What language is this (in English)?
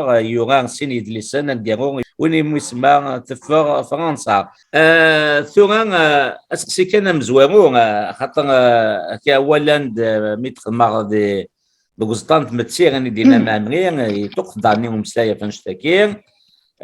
Kabyle